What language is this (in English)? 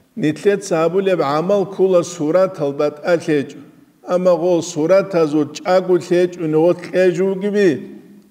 Avaric